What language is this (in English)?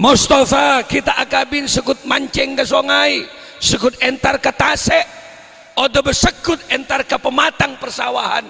Madurese